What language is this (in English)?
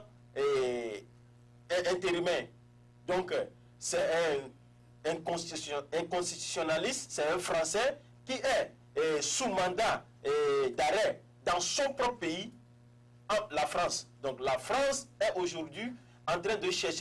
French